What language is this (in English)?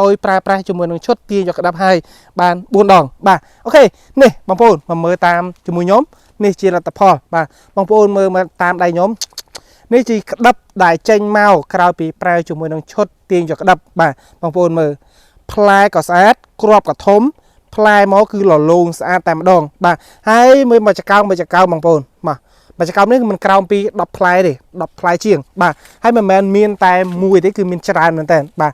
Khmer